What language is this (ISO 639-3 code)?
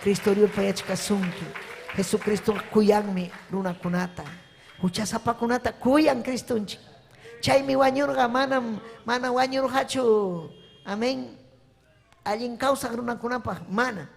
quy